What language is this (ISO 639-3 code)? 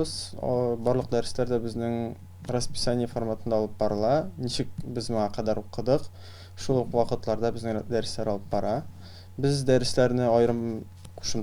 tat